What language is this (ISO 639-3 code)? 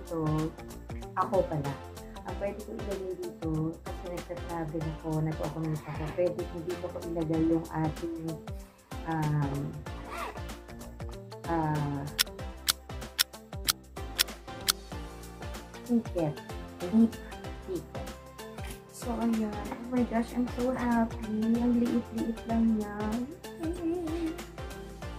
fil